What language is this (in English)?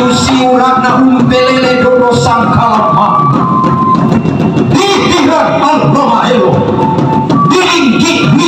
Toraja-Sa'dan